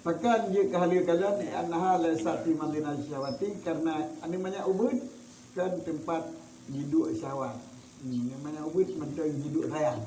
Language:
Achinese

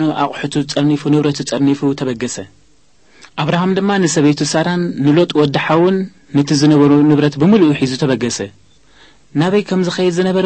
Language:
Tigrinya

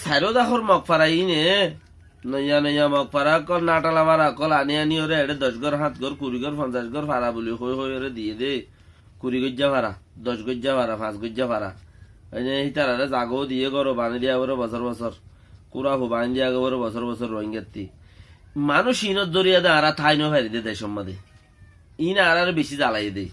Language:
Rohingya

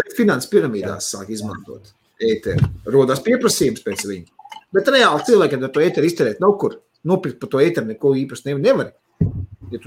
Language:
Latvian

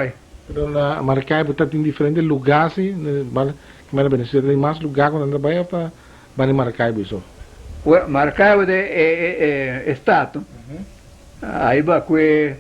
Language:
Papiamento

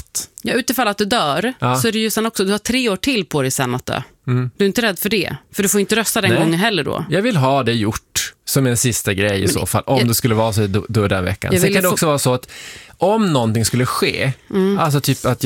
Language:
Swedish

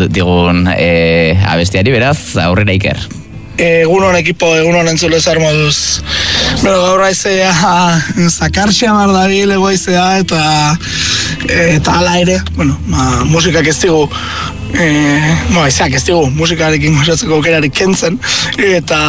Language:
Basque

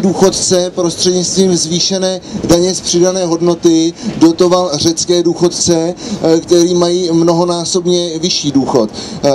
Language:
Czech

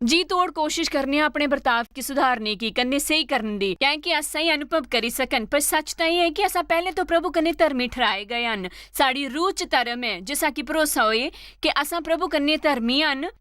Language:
Dogri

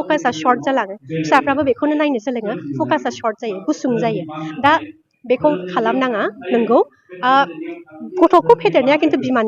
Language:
Bodo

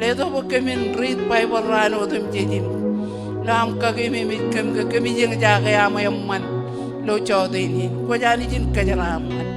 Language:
Marshallese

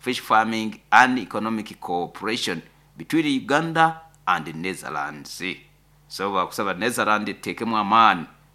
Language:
Nyoro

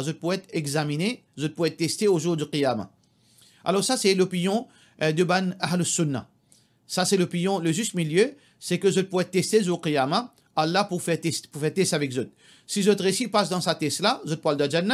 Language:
Morisyen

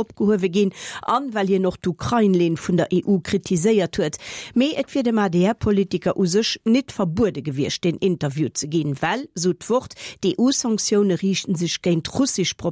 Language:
Luxembourgish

